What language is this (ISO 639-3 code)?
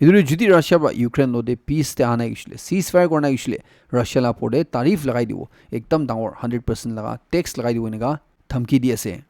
nag